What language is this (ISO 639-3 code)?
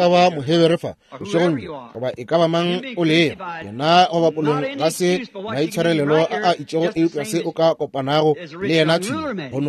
nso